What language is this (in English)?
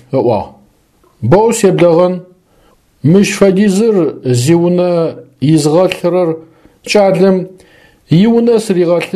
Adyghe